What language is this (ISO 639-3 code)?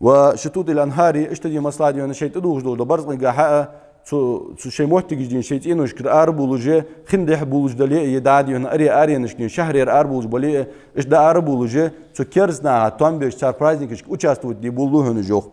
inh